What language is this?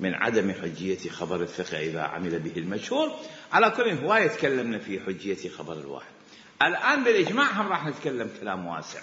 Mesopotamian Arabic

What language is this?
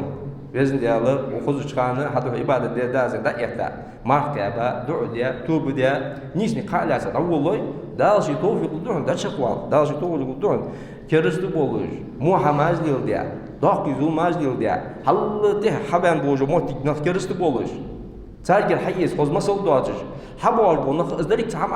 Ingush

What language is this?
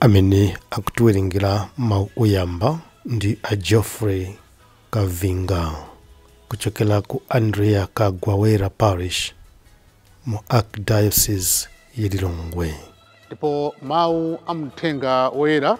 Nyanja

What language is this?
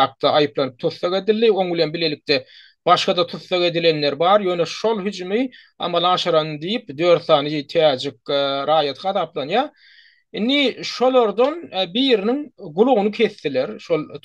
Turkmen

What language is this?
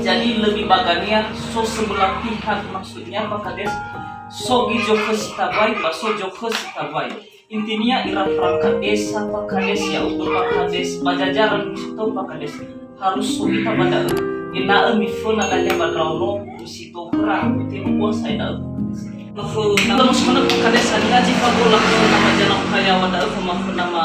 Nias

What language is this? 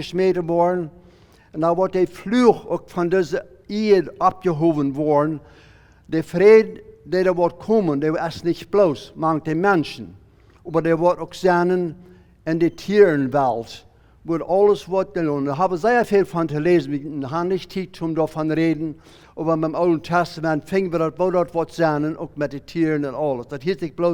Plautdietsch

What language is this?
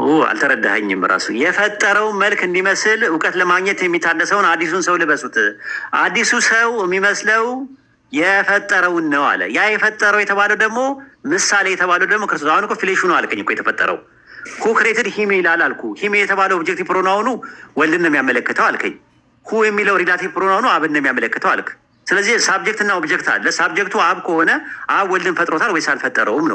Amharic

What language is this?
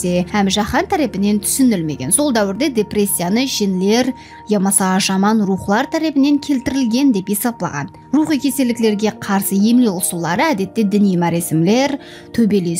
Kara-Kalpak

